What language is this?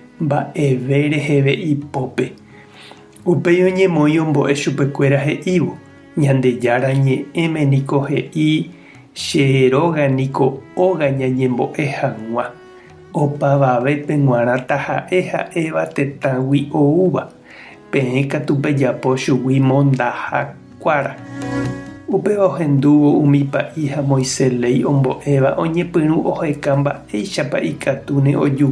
Guarani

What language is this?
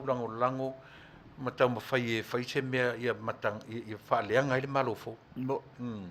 Samoan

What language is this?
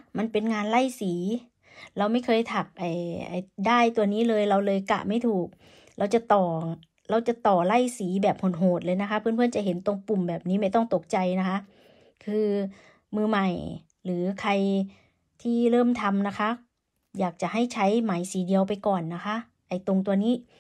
Thai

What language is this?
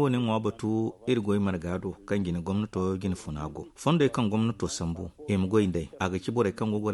Zarma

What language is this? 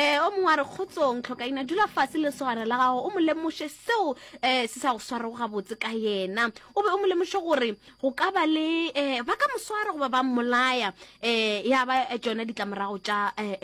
Northern Sotho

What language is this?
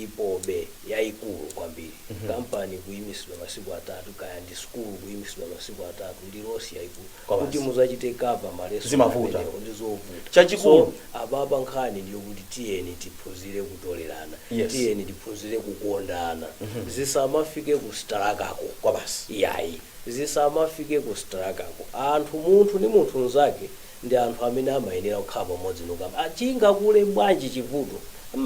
Nyanja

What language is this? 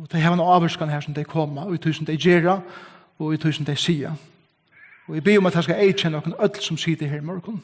Faroese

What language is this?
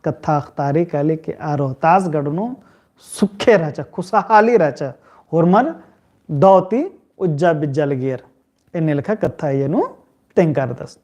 Kurukh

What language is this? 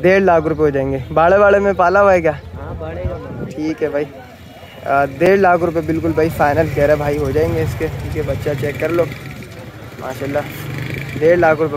Hindi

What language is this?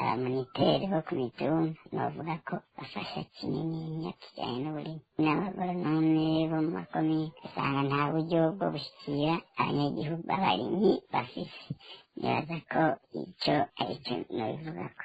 Rundi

